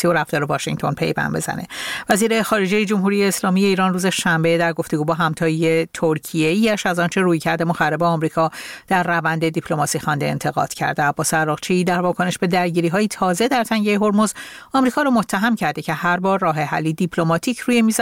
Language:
Persian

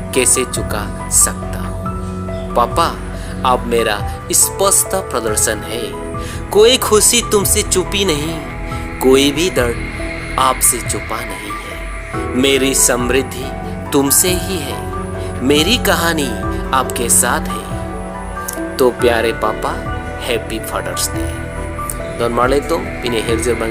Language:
Karbi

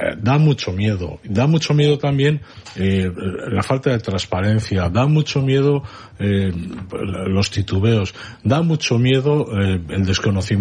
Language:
Spanish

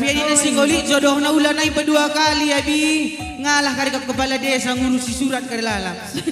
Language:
Batak Karo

